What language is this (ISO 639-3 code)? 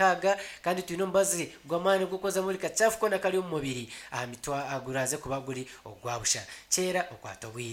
nyn